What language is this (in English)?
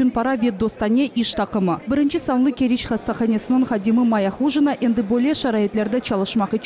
Crimean Tatar